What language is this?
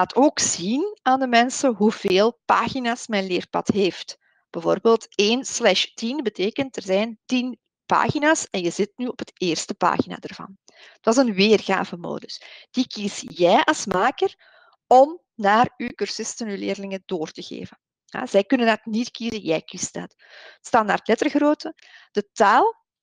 Dutch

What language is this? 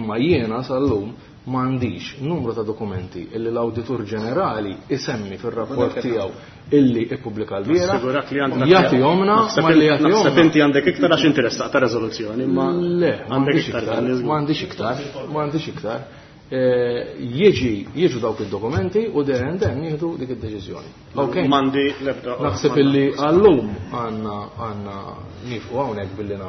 Maltese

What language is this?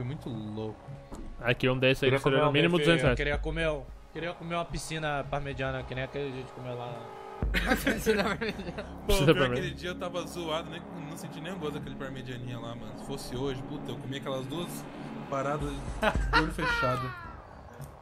Portuguese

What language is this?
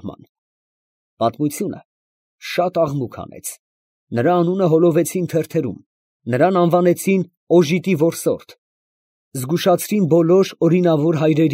Armenian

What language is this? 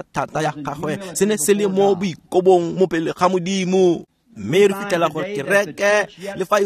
Tswana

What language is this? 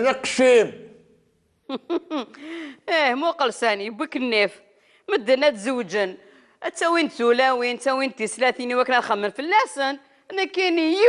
Kabyle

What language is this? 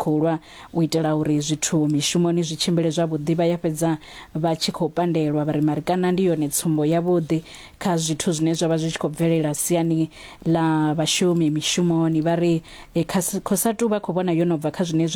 Venda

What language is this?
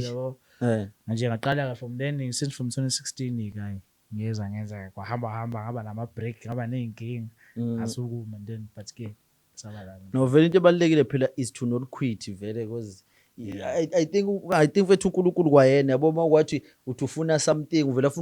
Zulu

